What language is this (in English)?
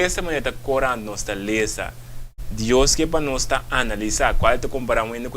Papiamento